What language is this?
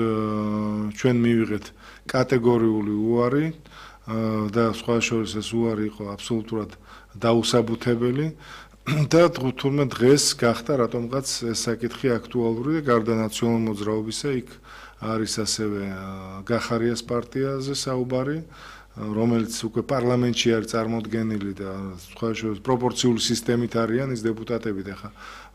Georgian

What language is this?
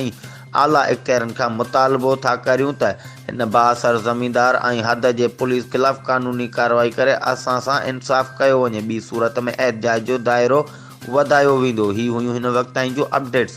Sindhi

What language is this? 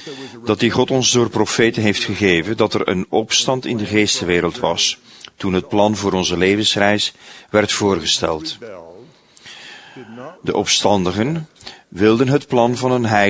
Dutch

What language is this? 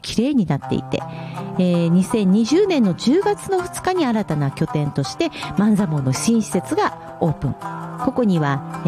Japanese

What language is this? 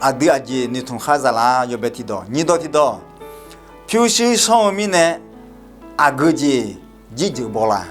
Akha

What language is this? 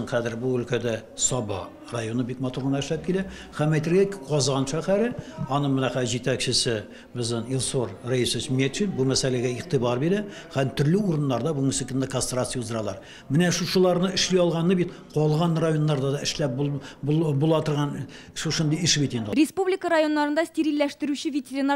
Tatar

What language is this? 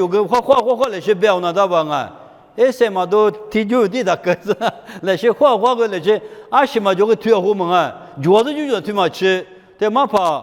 Lisu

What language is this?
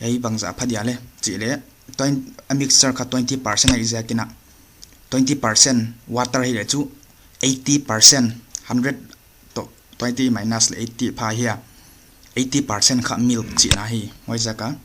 Paite Chin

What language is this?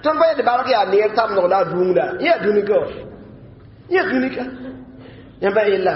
Mossi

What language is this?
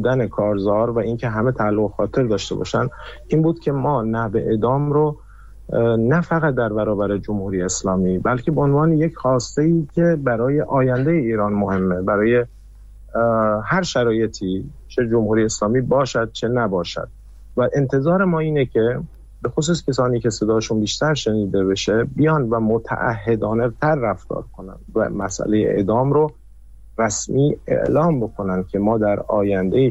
Persian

